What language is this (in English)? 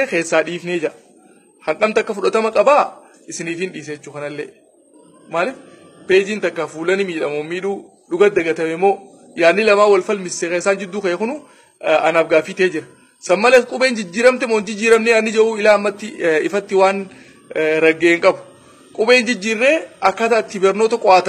Oromo